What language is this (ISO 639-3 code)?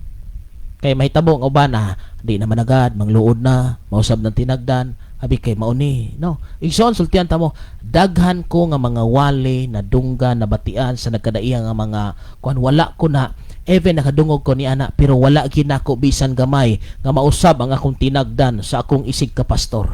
ceb